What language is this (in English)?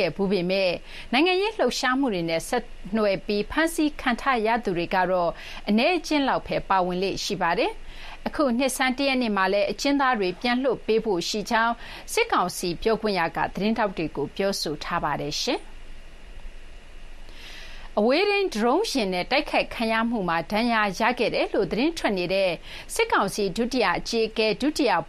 Burmese